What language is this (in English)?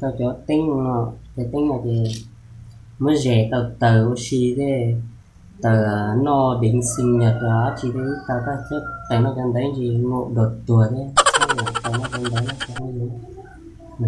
Hmong